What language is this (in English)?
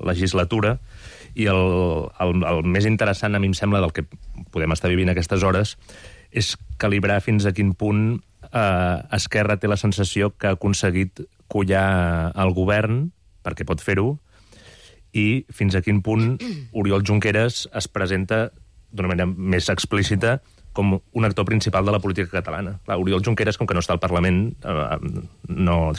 Catalan